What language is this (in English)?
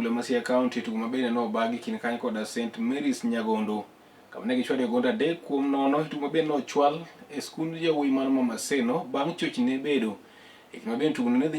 Luo (Kenya and Tanzania)